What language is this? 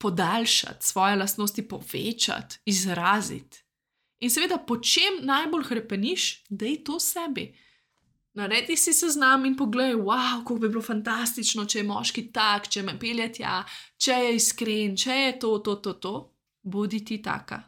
Slovenian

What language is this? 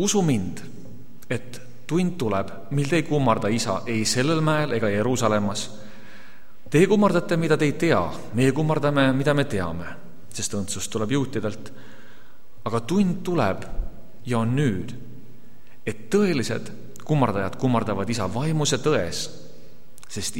Estonian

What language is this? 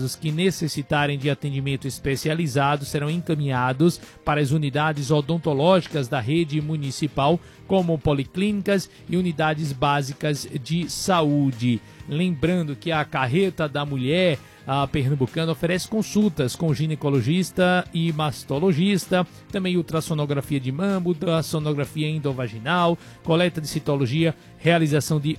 Portuguese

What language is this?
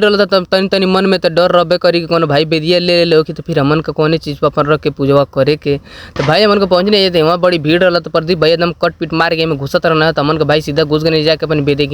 Bhojpuri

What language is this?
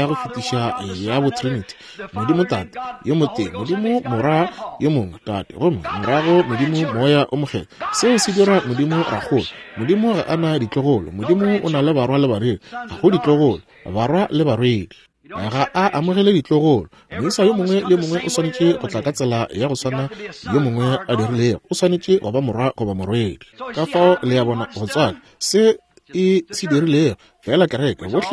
Northern Sotho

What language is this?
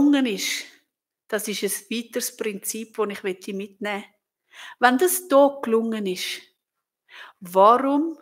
Swiss German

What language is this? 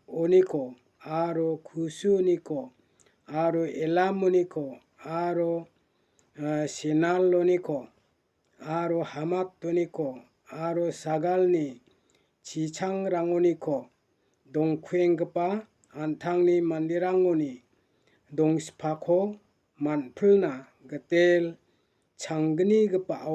Garo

